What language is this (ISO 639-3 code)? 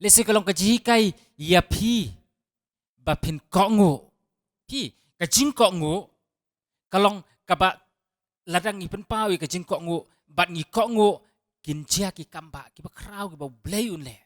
kha